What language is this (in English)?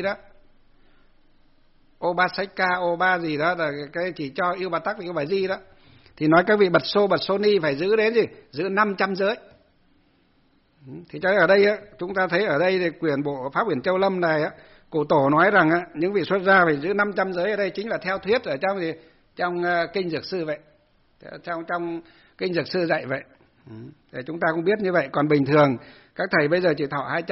Vietnamese